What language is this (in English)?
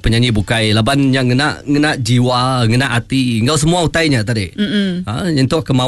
Iban